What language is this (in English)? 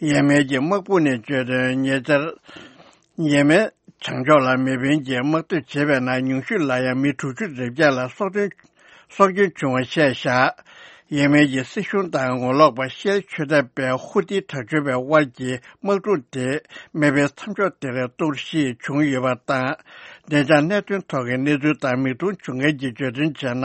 Tibetan